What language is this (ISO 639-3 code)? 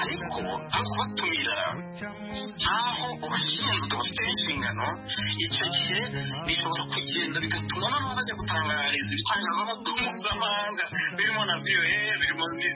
kin